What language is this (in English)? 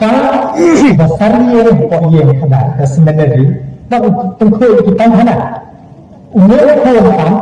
Khasi